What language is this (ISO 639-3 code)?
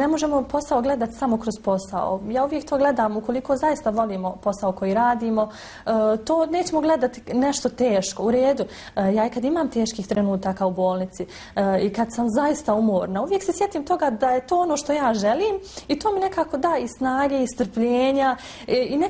bos